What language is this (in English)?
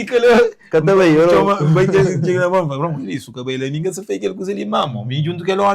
Kabuverdianu